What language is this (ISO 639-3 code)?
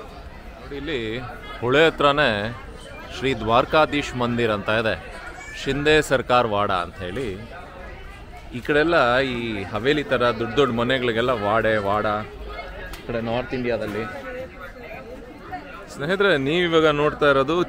kan